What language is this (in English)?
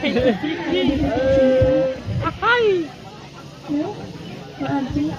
Sundanese